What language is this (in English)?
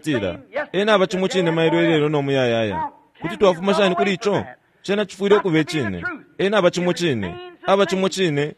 Bemba